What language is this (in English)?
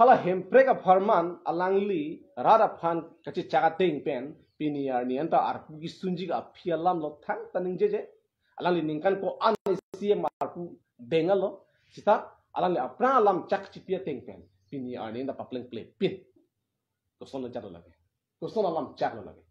Karbi